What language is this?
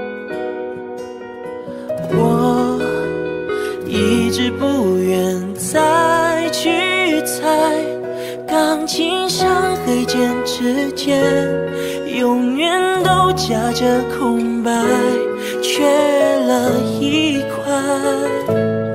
Chinese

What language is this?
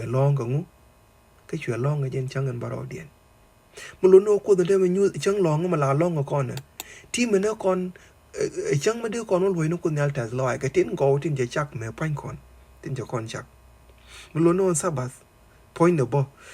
Nuer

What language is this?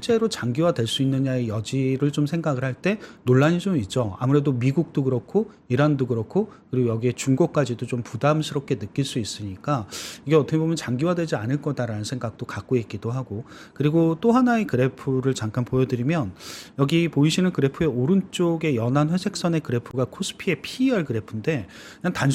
Korean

